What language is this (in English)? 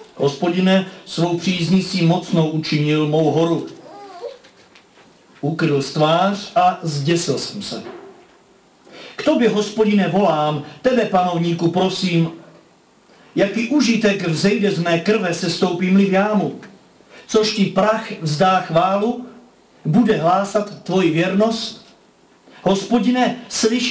Czech